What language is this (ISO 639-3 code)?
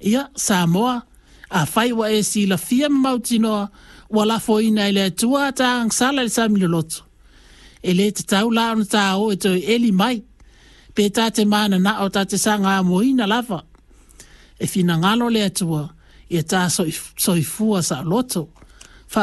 smo